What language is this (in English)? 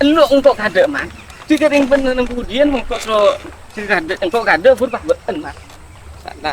Madurese